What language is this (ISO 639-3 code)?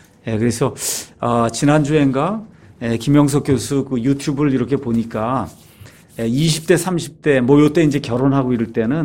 kor